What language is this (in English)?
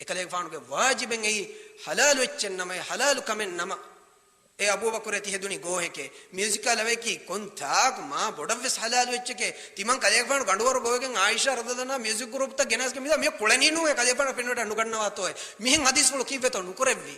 Divehi